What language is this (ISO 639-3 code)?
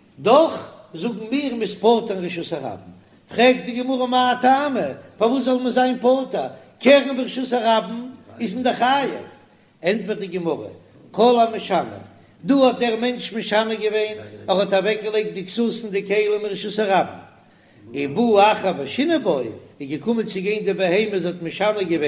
yid